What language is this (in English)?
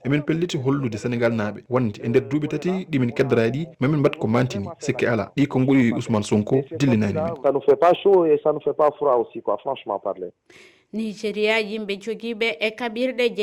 Fula